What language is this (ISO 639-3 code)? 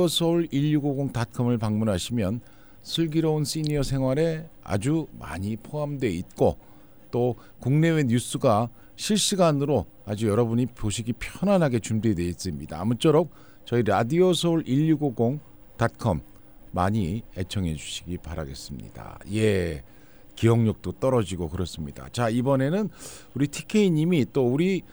kor